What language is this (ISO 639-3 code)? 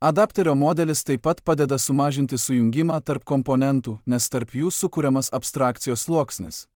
lit